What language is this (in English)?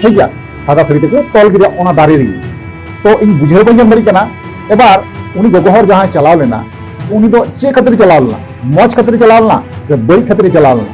Santali